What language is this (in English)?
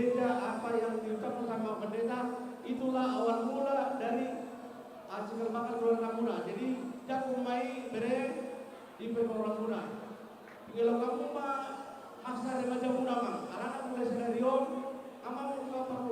Batak Toba